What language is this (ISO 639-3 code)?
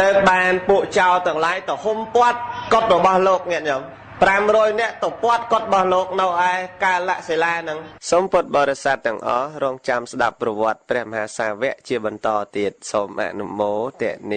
khm